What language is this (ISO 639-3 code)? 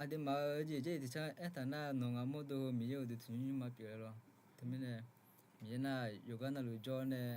ahk